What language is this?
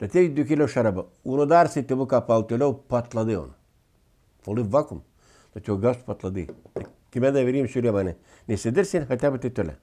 Gagauz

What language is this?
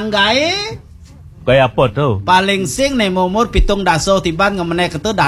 Balinese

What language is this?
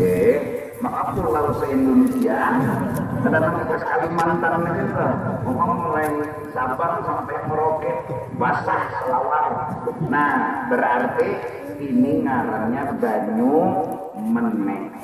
Banjar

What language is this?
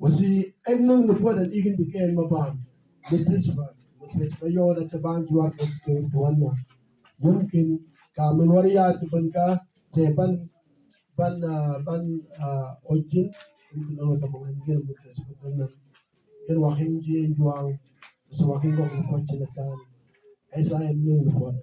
Mabaan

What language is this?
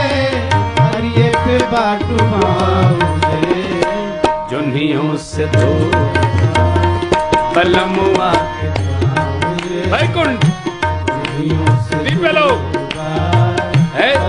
Bhojpuri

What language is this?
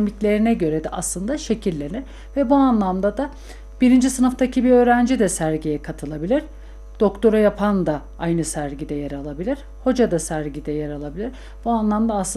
Turkish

